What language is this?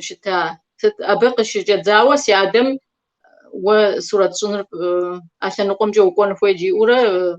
Kabardian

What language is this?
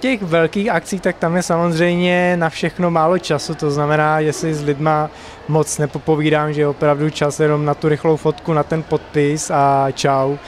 Czech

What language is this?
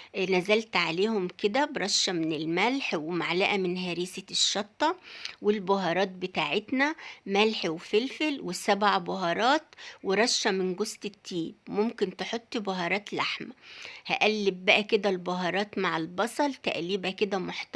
Egyptian Arabic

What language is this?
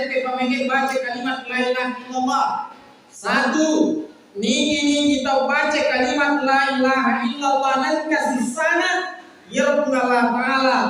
Buginese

